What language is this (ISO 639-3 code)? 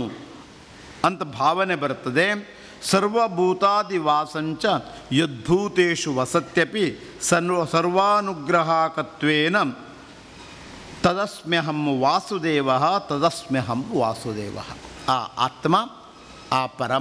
kan